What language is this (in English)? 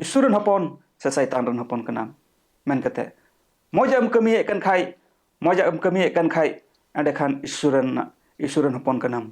Santali